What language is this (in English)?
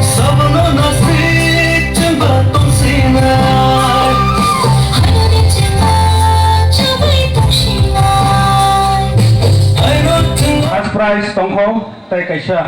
Kok Borok